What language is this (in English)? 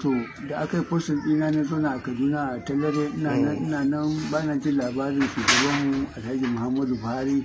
Hausa